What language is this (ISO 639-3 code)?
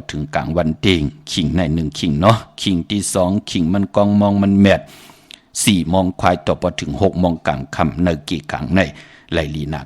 shn